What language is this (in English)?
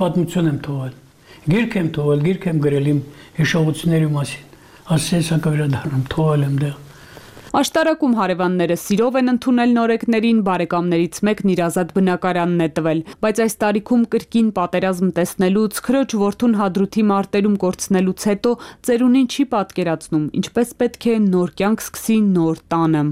Armenian